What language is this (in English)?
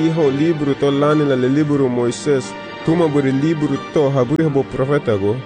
Garifuna